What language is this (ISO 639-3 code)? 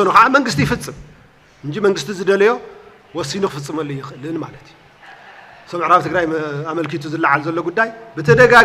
tir